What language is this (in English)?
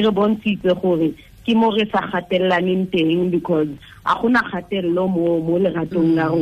Tswana